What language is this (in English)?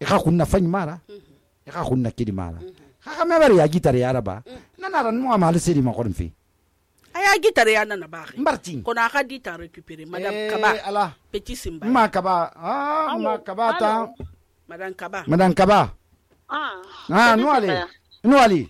Susu